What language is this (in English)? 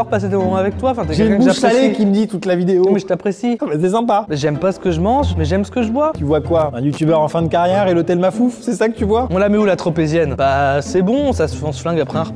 French